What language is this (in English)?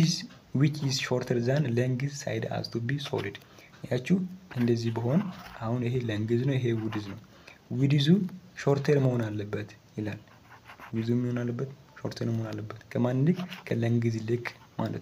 Amharic